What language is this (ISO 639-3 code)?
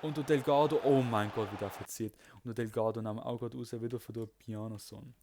gsw